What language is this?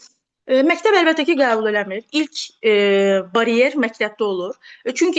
Azerbaijani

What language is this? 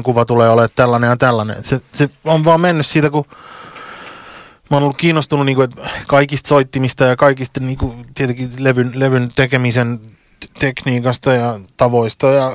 Finnish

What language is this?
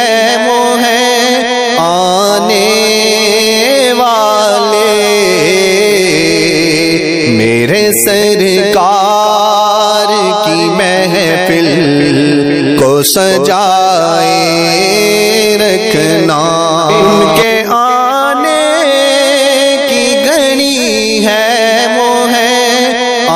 Urdu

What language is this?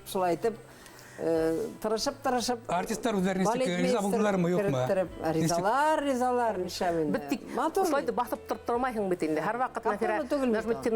Bashkir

